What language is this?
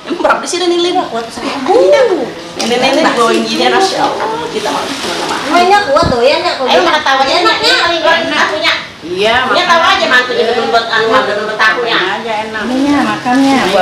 Betawi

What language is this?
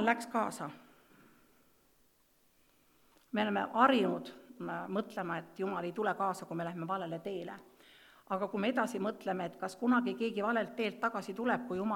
Estonian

